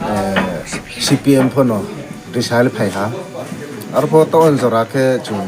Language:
Riang (India)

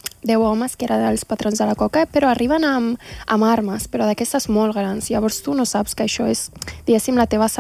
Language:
Catalan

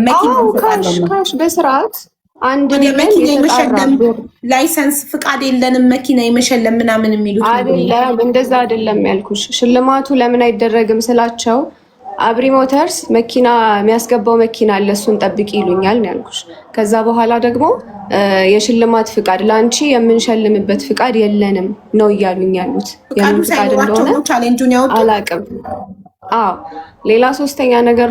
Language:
Amharic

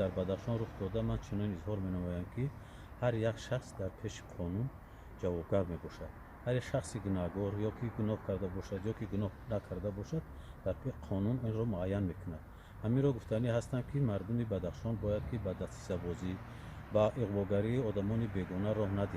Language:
Tajik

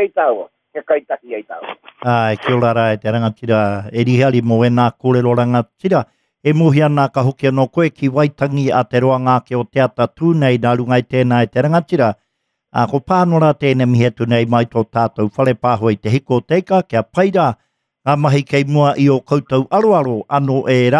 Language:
Māori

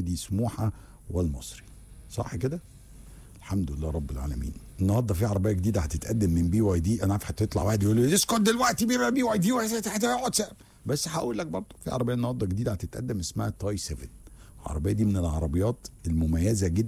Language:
Egyptian Arabic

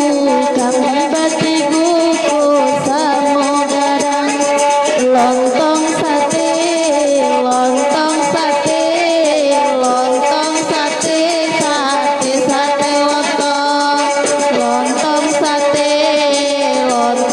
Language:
Minangkabau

